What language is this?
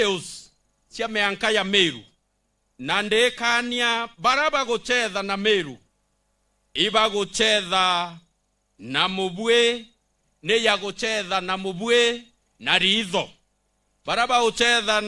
Meru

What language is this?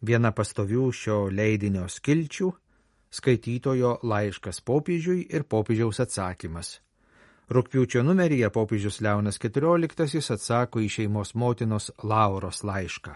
Lithuanian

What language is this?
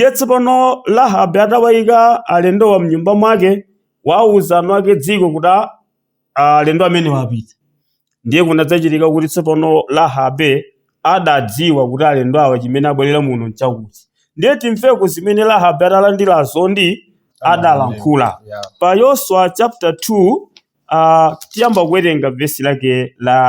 Nyanja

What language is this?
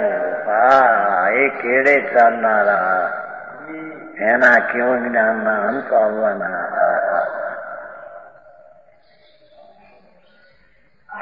Gujarati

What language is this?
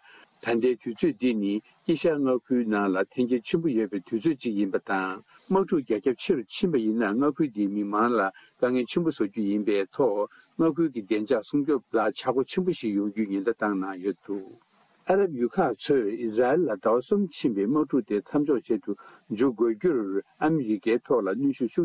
Tibetan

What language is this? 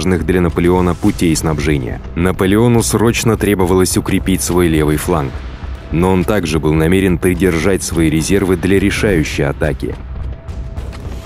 Russian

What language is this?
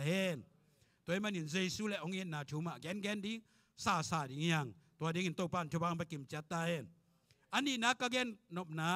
Tedim Chin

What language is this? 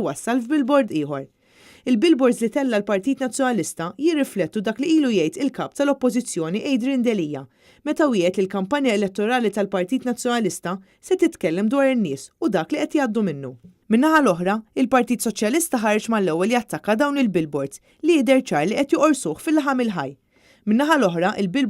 Maltese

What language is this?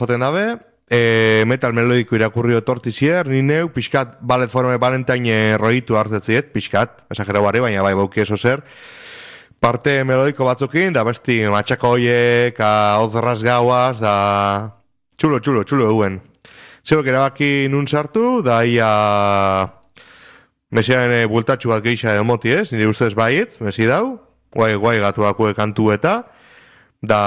Basque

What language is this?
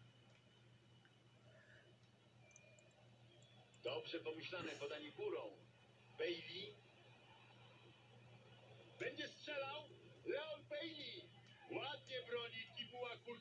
Polish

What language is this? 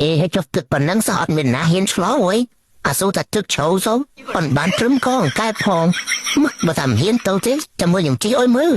Khmer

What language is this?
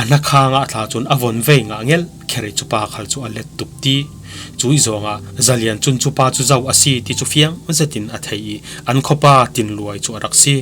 Falam Chin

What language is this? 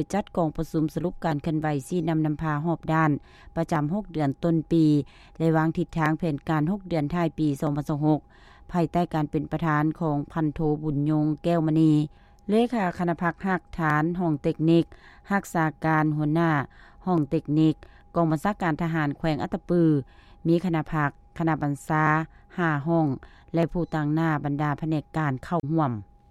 Lao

